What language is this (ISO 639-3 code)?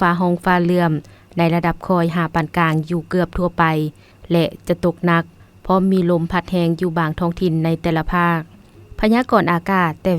lao